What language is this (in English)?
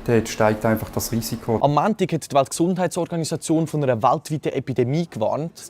Swiss German